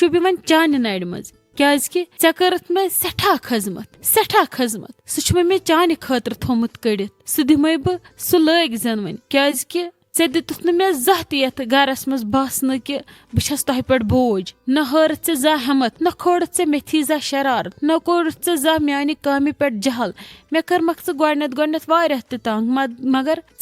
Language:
Kashmiri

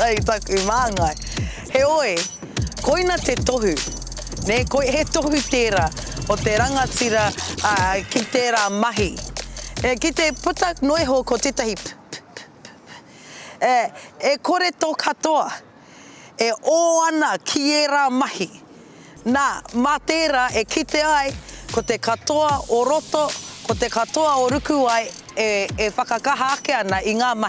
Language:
Māori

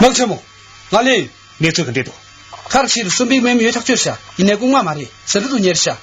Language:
Tibetan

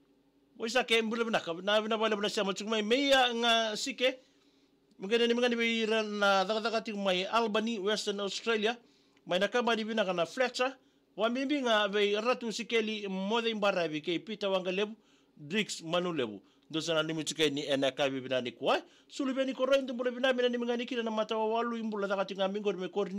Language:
Fijian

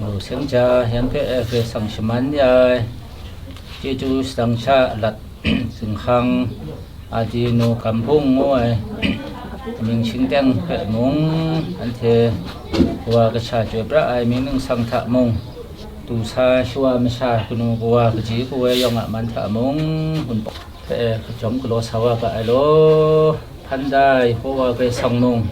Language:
Kachin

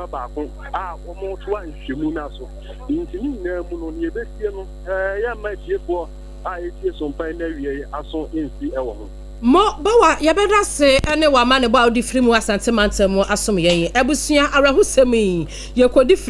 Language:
Akan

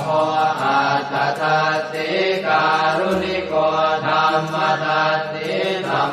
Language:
Pali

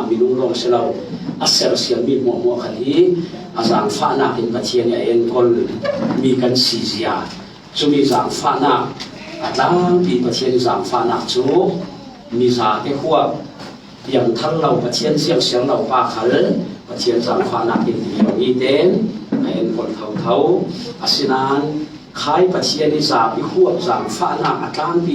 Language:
Falam Chin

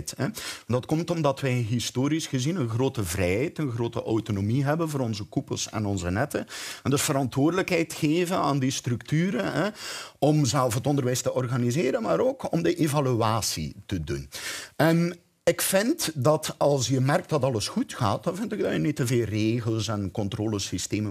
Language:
Dutch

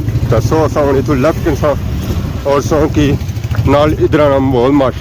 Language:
Pahari-Potwari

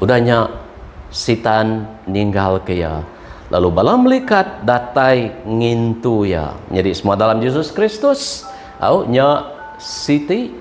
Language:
Iban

